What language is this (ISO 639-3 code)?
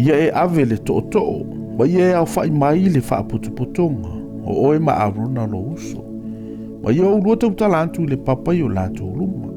smo